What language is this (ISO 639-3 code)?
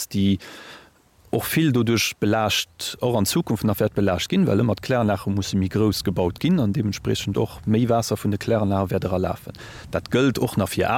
ltz